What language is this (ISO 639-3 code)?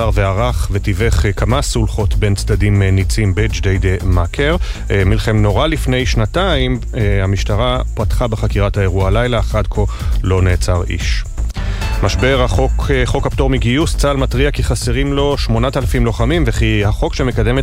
heb